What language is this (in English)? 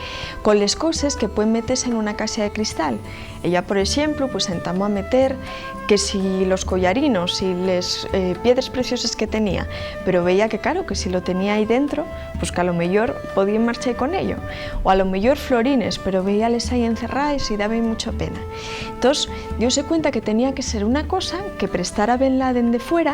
Asturian